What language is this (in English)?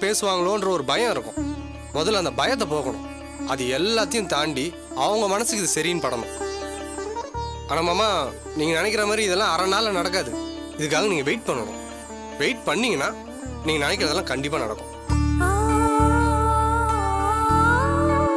Tamil